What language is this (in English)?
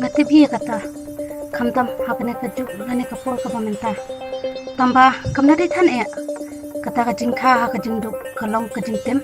Khasi